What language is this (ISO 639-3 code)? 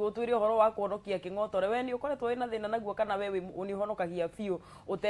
kik